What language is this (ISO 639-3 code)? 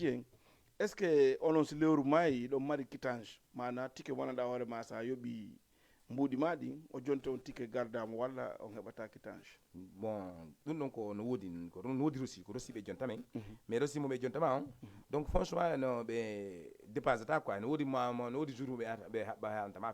ful